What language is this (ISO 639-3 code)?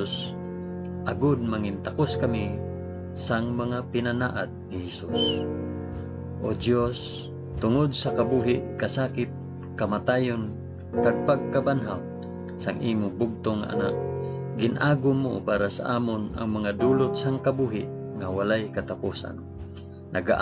hil